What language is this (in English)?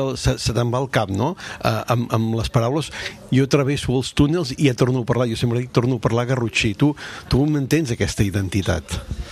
Catalan